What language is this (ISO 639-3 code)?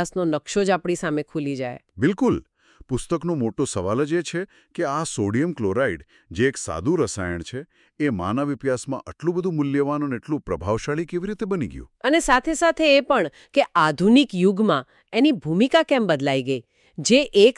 guj